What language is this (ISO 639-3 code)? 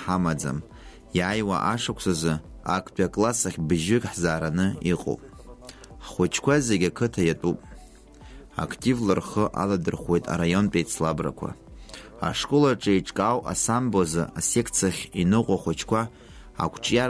abk